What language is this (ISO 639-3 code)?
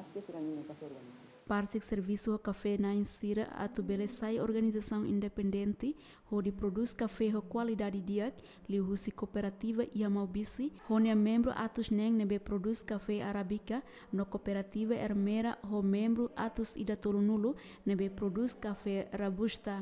tet